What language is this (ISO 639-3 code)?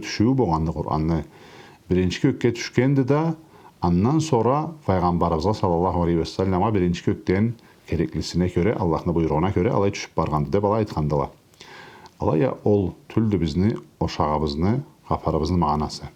krc